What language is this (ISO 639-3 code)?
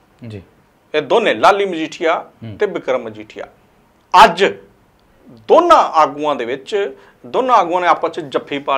pan